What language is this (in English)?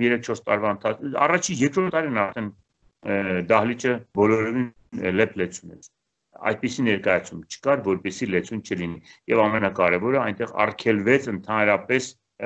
Armenian